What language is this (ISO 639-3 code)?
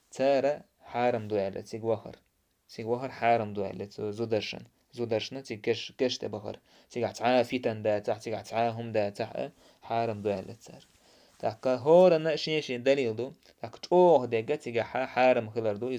che